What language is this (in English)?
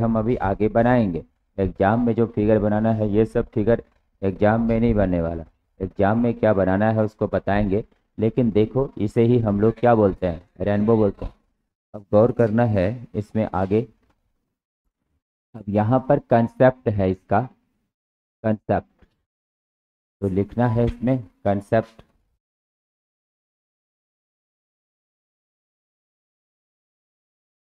Hindi